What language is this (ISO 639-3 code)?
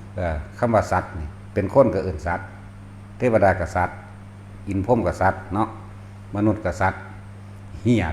tts